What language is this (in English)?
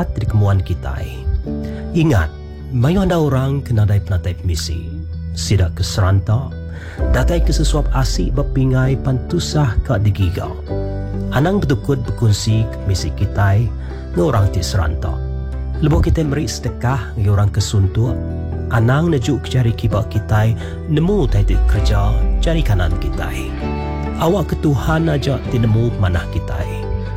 Iban